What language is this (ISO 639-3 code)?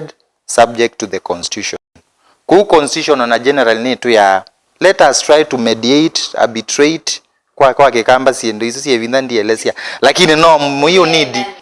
kam